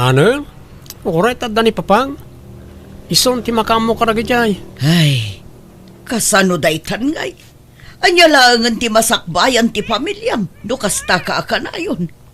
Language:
Iloko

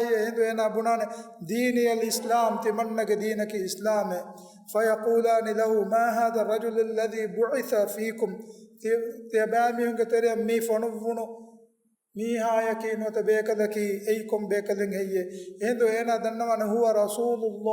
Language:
Divehi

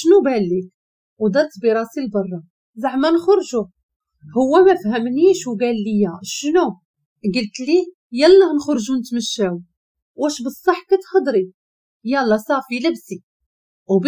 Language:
Moroccan Arabic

